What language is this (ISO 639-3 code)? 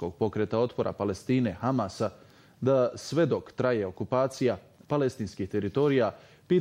bos